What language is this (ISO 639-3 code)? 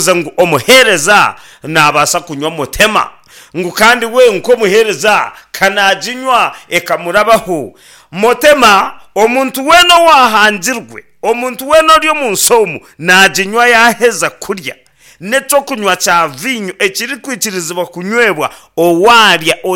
nyn